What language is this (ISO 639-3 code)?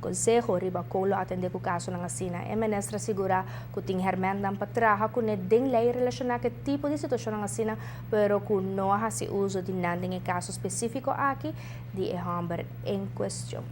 pap